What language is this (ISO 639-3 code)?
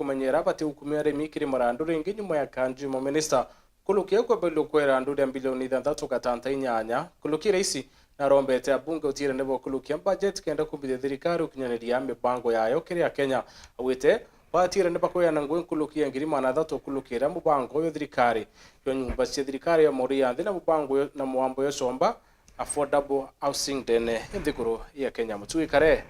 mer